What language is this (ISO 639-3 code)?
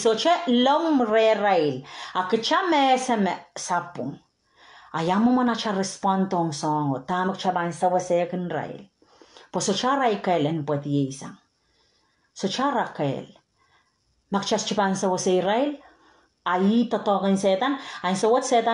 pon